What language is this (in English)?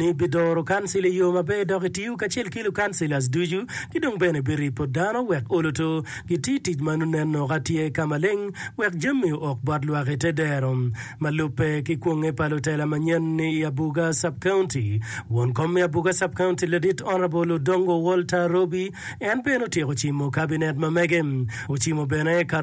Acoli